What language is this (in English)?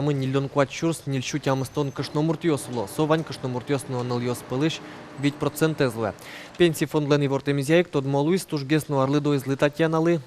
Udmurt